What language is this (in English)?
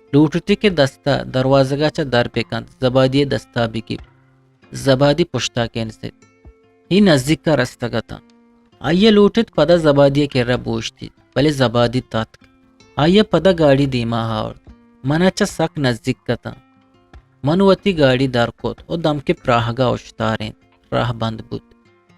Eastern Balochi